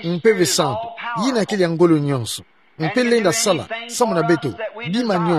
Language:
Kituba (Democratic Republic of Congo)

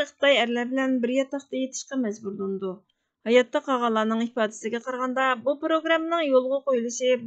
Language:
Uyghur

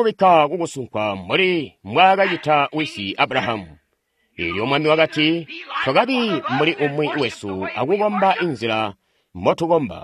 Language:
Tonga (Zambia)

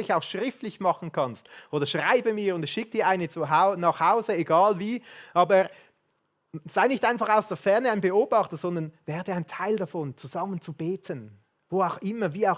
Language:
Swiss German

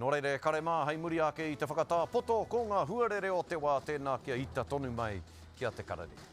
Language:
Māori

